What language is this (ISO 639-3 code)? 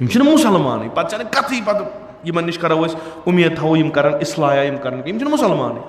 kas